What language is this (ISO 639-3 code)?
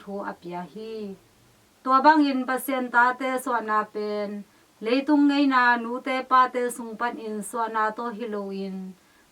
ctd